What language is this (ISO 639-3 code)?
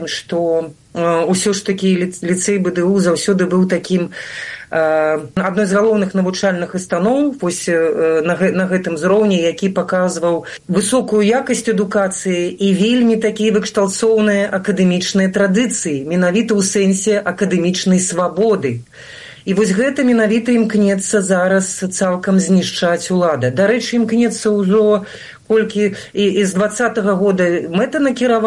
bel